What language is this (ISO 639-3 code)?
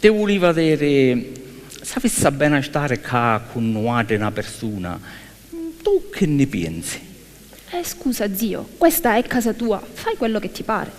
scn